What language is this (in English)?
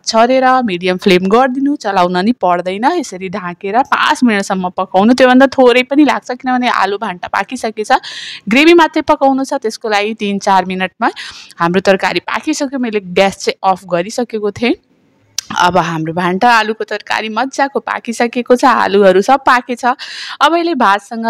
Nepali